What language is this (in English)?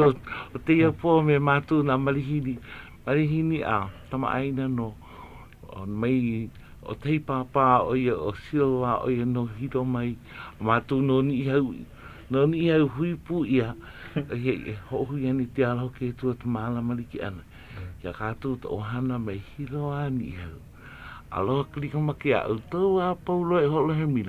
Hawaiian